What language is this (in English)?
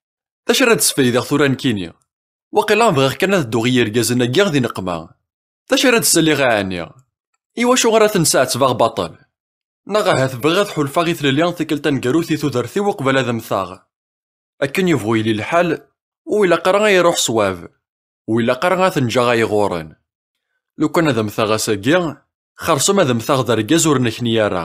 Kabyle